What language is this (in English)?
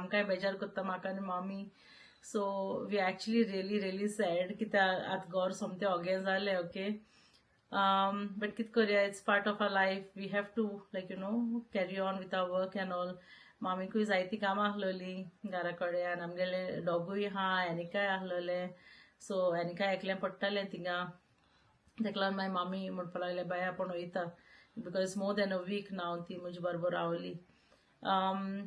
Konkani